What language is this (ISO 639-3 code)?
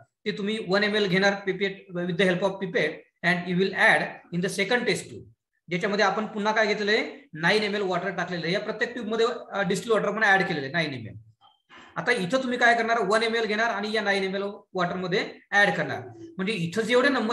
mar